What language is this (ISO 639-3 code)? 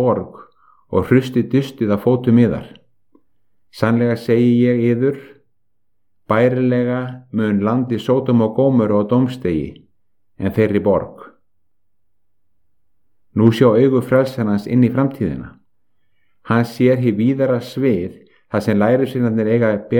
isl